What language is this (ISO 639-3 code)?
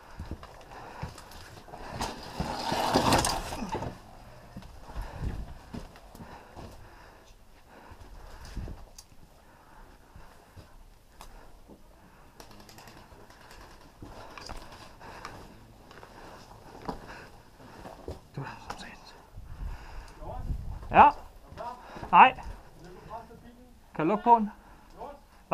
dan